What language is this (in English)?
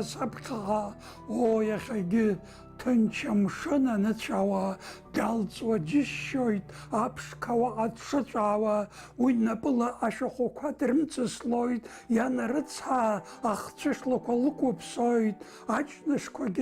Abkhazian